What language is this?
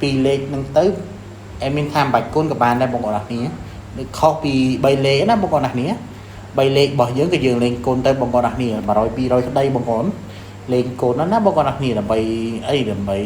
Khmer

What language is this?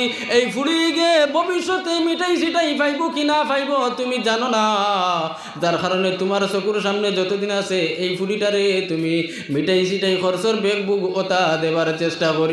Sylheti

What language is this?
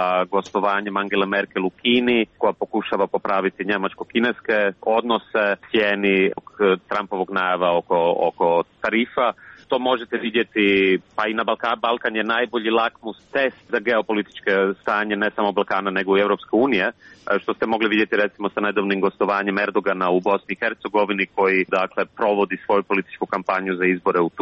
Croatian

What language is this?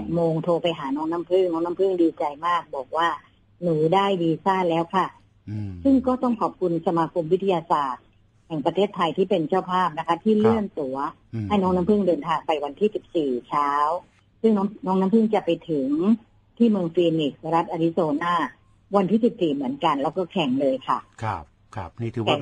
Thai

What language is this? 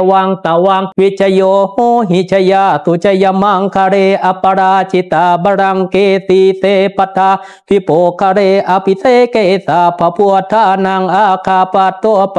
Pali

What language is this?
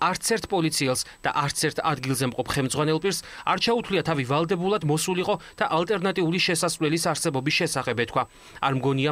Georgian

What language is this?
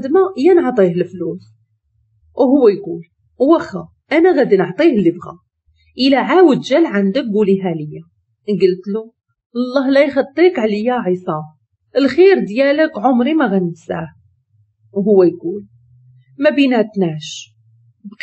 Moroccan Arabic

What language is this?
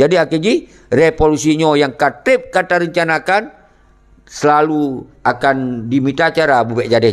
Achinese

